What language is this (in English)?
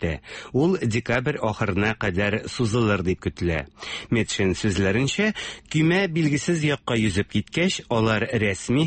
Tatar